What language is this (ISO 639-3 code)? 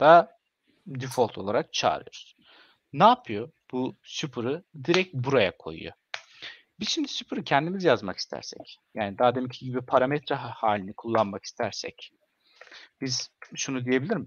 tur